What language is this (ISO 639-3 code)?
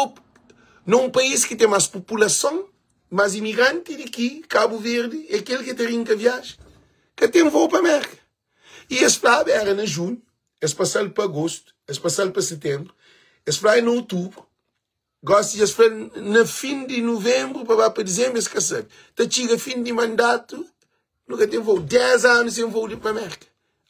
kea